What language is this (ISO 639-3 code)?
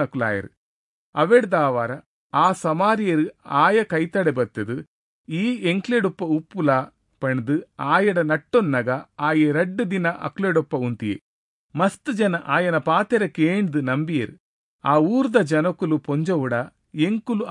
tcy